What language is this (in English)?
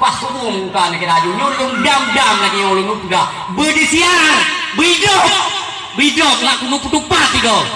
Achinese